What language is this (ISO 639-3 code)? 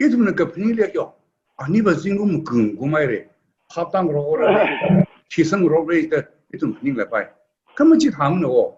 nmf